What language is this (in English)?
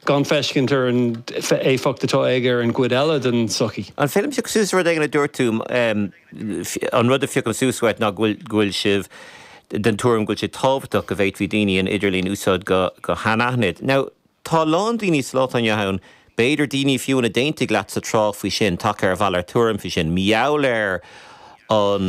Irish